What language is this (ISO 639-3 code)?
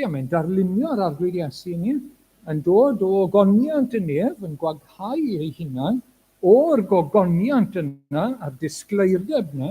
cym